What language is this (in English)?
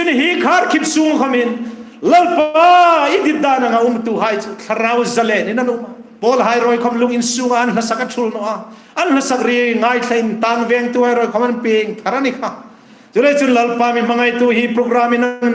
Hmar